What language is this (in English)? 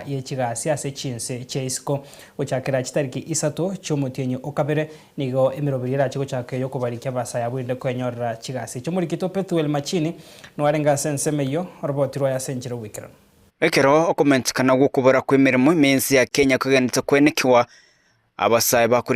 Gusii